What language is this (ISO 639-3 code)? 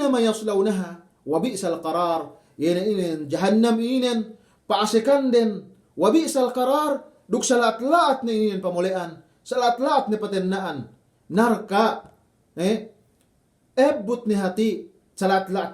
yka